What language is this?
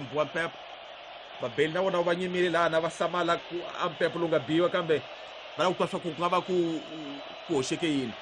Tsonga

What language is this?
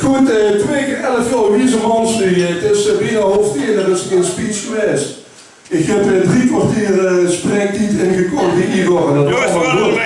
Limburgish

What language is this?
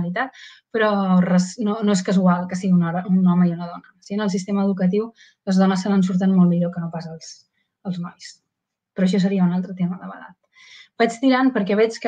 Catalan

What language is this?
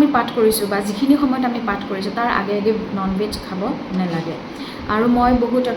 Assamese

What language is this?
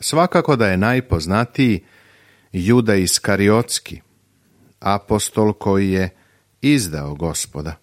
Serbian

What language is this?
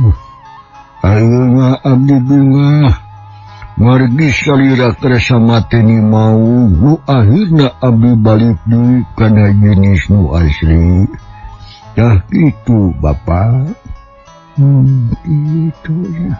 Sundanese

